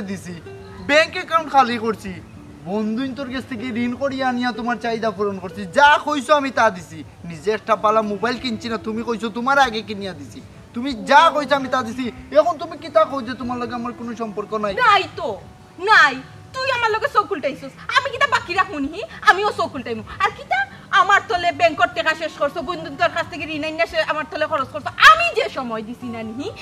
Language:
Sylheti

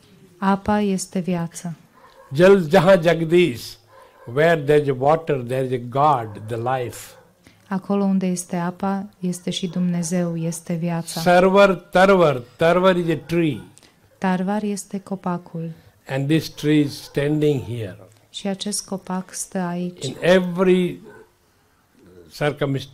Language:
Romanian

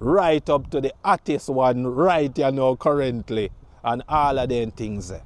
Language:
Jamaican Creole English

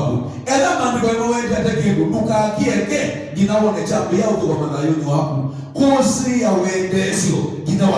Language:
Kamba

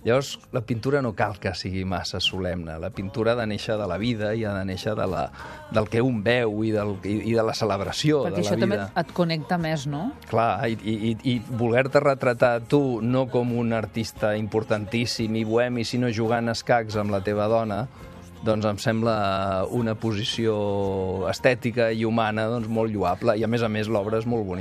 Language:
Catalan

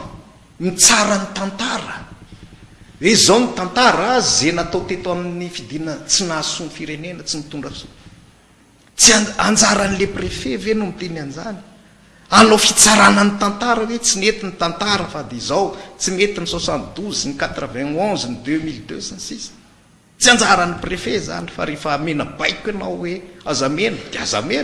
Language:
Malagasy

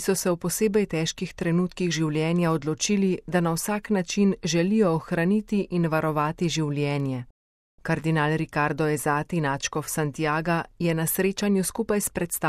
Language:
Slovenian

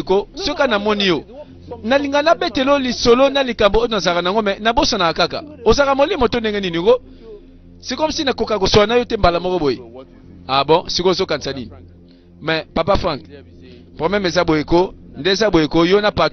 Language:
Lingala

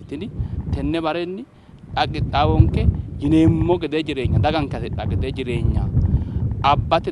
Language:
Sidamo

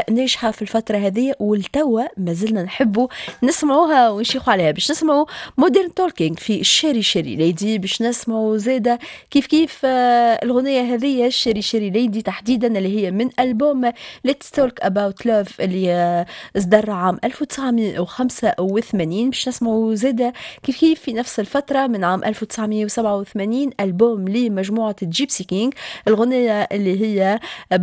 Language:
Tunisian Arabic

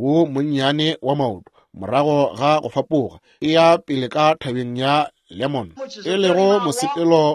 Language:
Northern Sotho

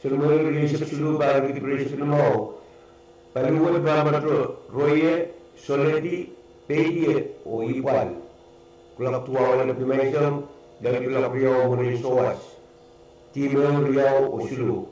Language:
Pohnpeian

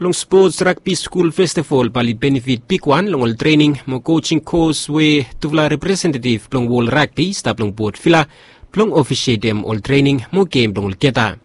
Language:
Bislama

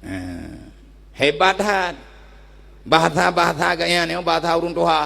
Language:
Achinese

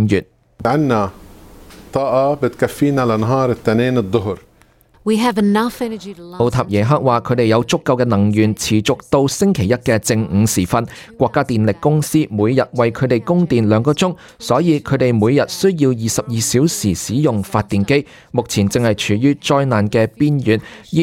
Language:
Cantonese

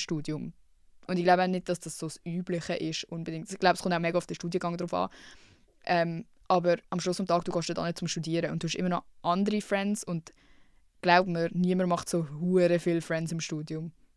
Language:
Swiss German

